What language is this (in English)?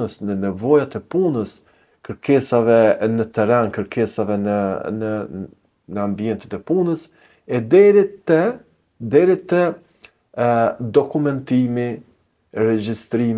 Albanian